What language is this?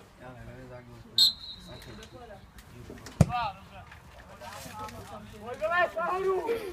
Czech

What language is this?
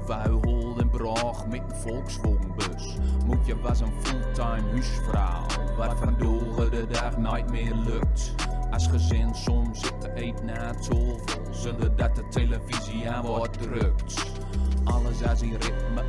Gronings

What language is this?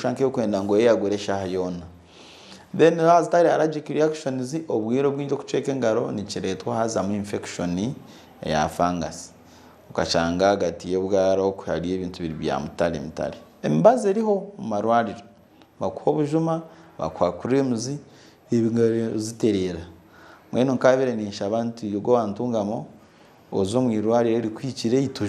Nyankole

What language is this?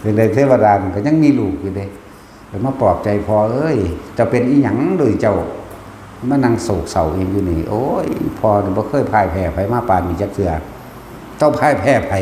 Northeastern Thai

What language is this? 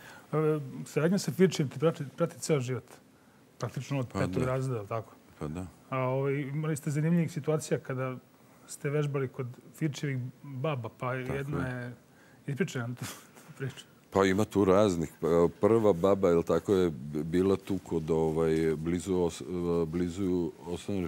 Serbian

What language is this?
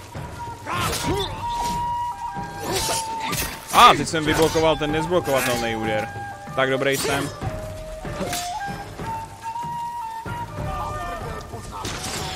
Czech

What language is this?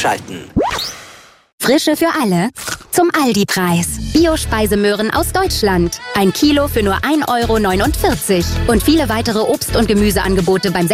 German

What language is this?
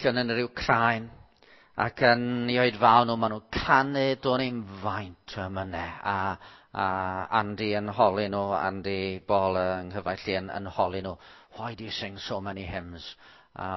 Welsh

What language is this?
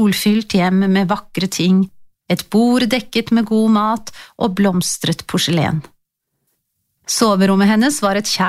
Norwegian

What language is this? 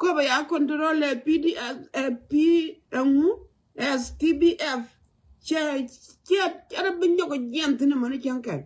Nuer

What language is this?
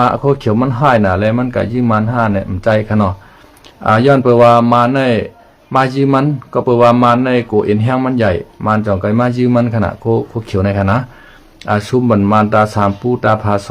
Shan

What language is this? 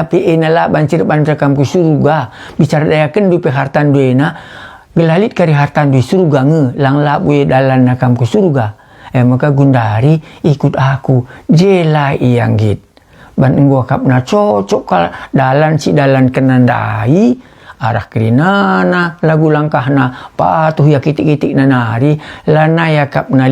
Batak Karo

